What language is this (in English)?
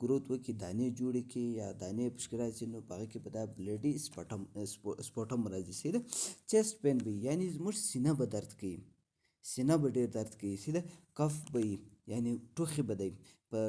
Pashto